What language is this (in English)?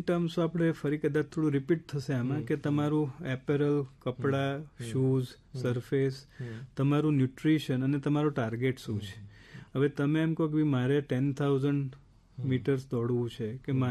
Gujarati